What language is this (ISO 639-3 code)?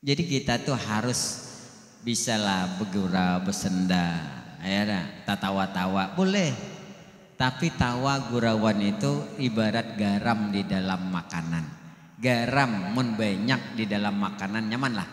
bjn